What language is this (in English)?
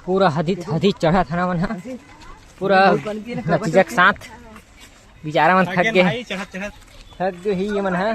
Chhattisgarhi